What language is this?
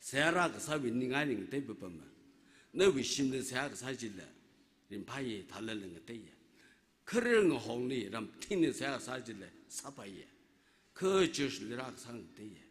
Tangkhul Naga (India)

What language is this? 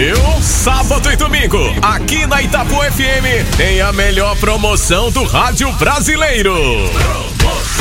Portuguese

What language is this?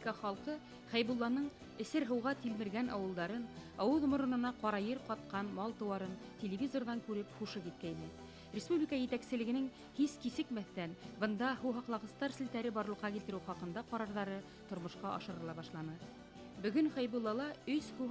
Bashkir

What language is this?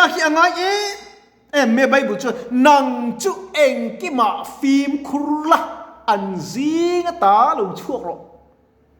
Mizo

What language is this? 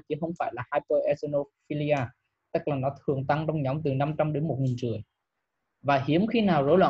Vietnamese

